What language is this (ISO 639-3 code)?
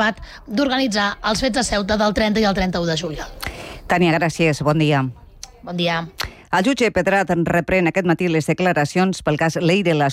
cat